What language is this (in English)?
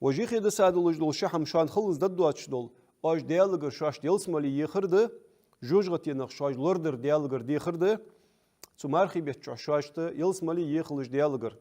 Ingush